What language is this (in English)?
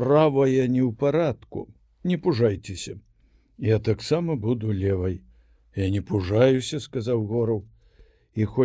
Belarusian